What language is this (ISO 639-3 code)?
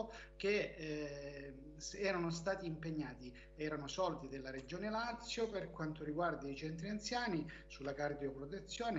ita